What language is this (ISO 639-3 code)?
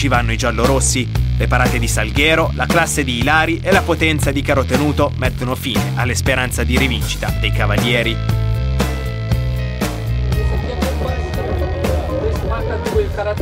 ita